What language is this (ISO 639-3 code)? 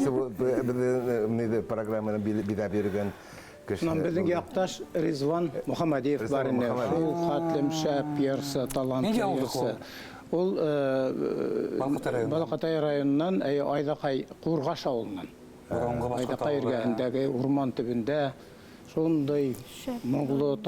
bak